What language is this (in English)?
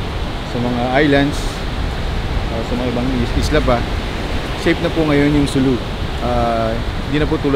Filipino